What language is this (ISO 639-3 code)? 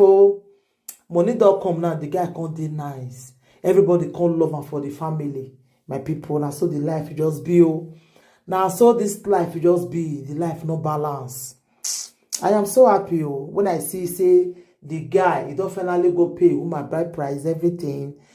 pcm